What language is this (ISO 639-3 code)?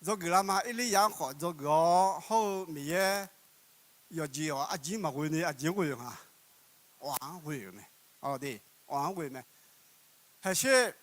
ahk